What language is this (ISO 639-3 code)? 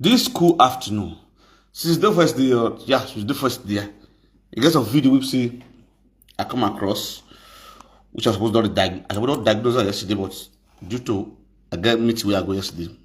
pcm